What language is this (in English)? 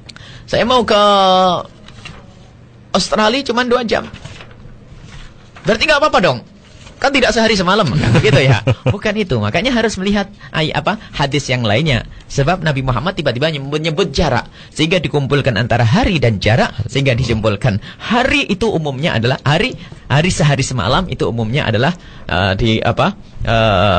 Indonesian